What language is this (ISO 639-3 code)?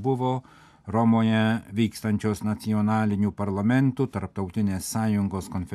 lit